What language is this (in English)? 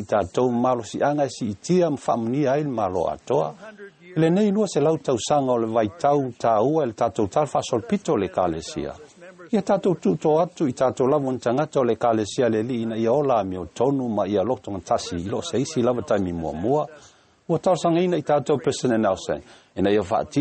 Samoan